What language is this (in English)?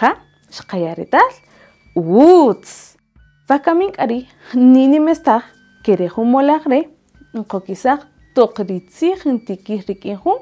Kaqchikel